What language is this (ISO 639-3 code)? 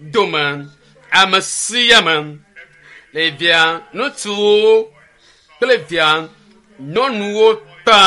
ewe